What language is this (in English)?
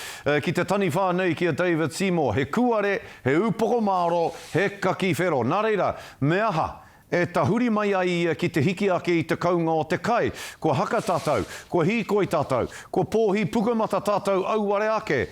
Māori